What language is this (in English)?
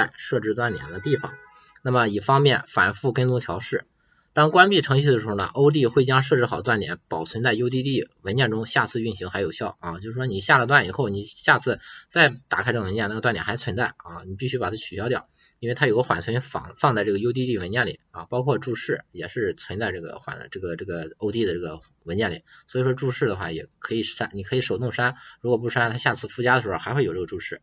Chinese